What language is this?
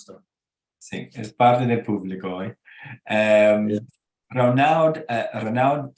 Ladino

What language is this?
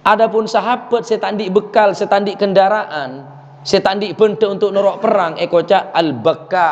Madurese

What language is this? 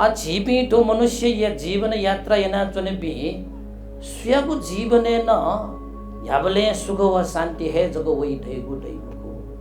Newari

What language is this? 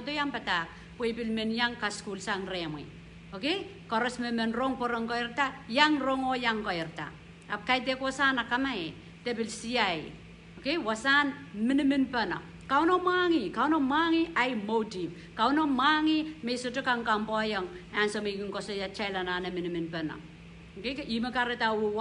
Pohnpeian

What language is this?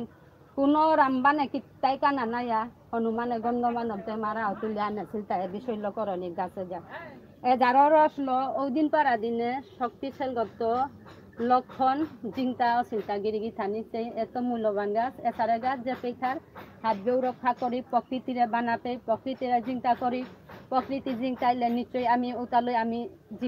Bishnupriya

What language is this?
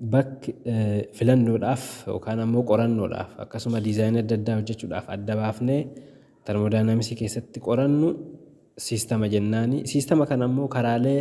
Oromo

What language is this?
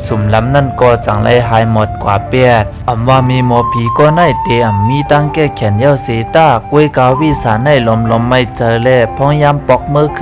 Shan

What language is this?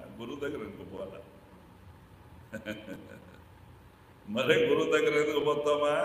Telugu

